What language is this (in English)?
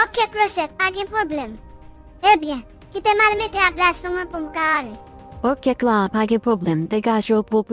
Haitian Creole